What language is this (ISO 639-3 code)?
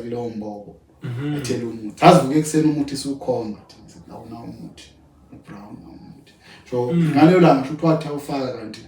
zul